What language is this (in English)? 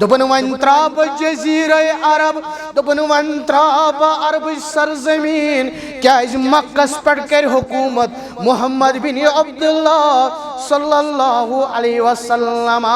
Kashmiri